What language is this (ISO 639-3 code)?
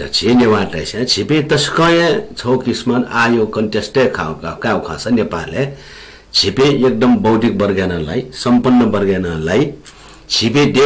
new